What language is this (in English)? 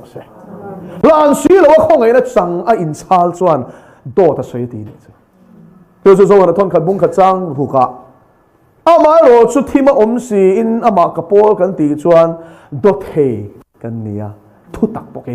Mizo